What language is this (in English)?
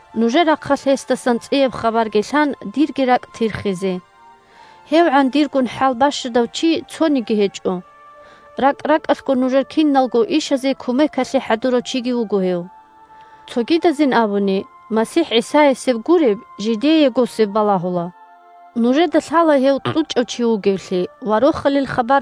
Avaric